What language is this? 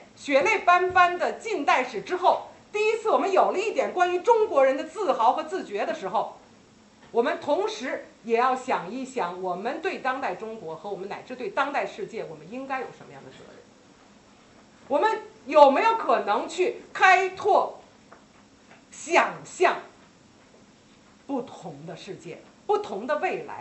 Chinese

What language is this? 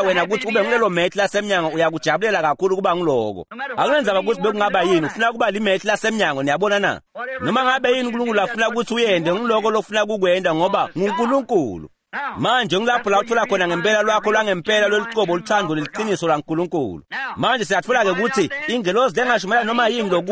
Swati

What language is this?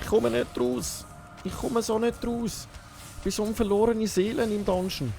Swiss German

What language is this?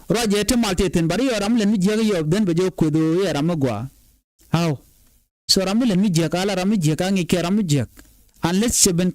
Nuer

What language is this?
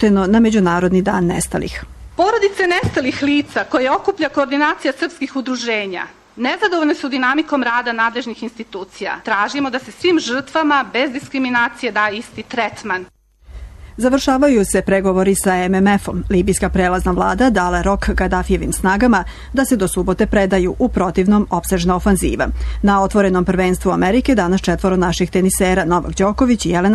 Serbian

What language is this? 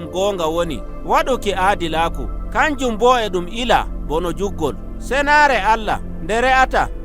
Nigerian Fulfulde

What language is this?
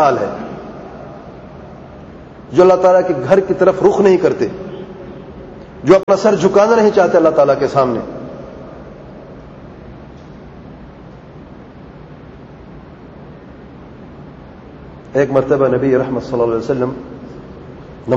Urdu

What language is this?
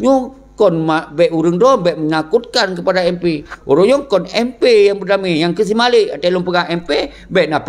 Achinese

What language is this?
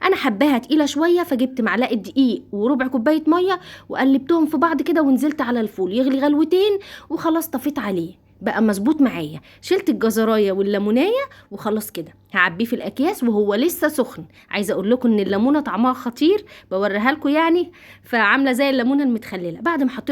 Egyptian Arabic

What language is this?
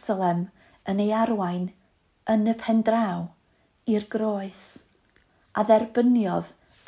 Welsh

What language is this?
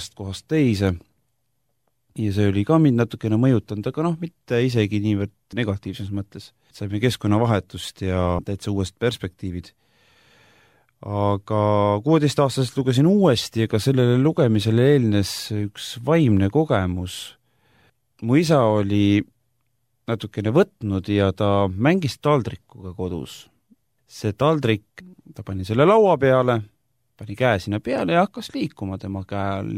Estonian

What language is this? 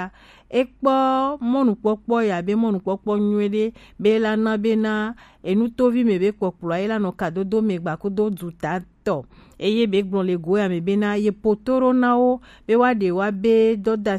Gen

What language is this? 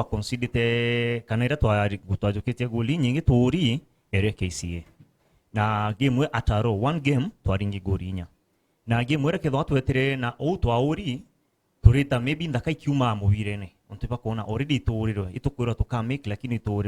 Meru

